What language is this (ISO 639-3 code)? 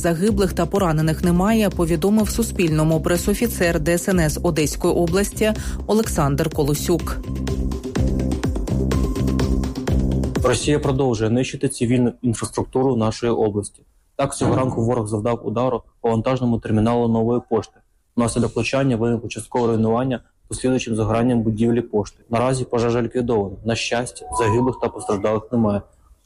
ukr